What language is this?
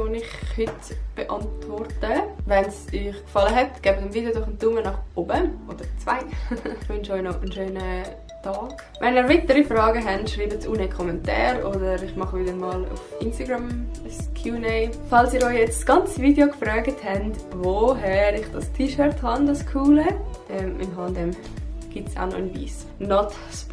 Swiss German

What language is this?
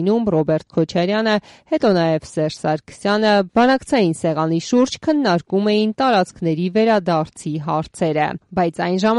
Armenian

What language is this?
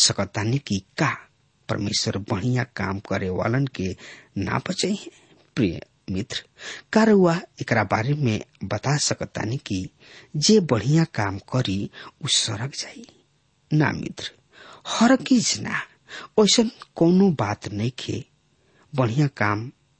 Bhojpuri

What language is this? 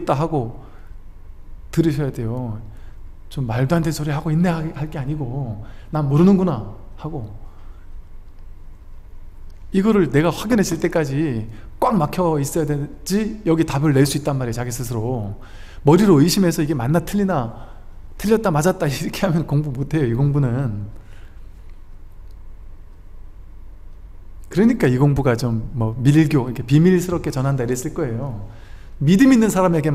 Korean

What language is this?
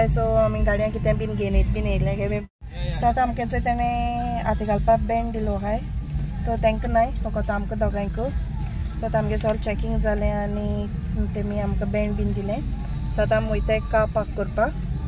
Konkani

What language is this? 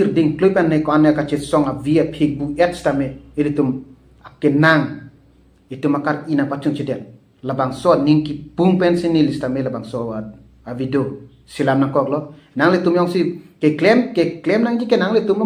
Karbi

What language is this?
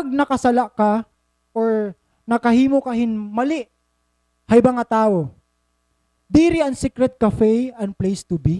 Waray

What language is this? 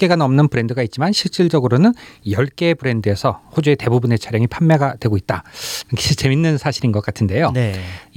Korean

